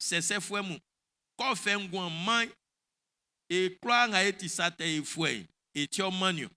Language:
Baoulé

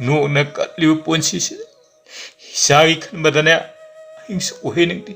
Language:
Manipuri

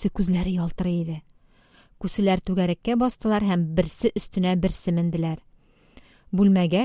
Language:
Tatar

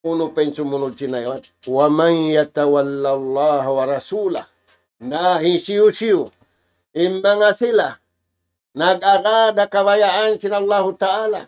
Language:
Tausug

